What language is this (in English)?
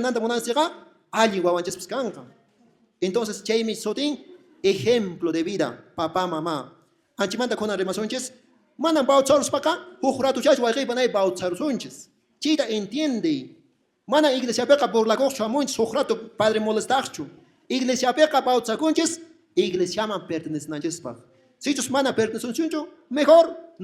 Quechua